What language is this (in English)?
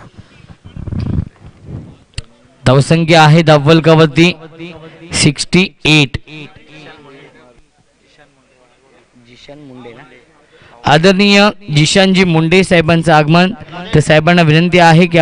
Marathi